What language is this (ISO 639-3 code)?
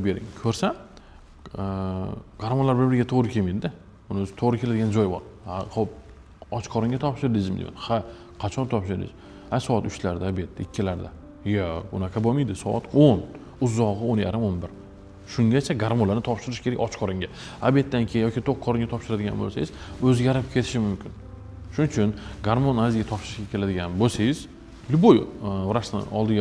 uzb